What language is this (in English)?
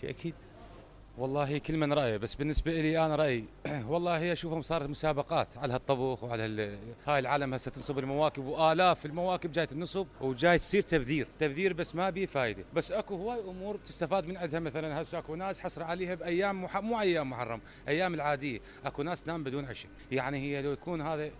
Mesopotamian Arabic